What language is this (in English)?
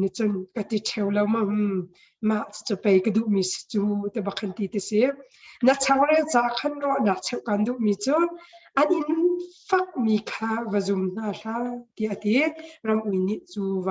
Hakha Chin